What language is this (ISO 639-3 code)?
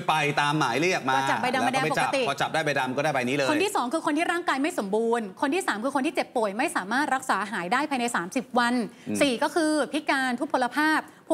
tha